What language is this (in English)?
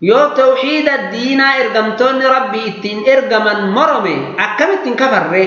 Oromo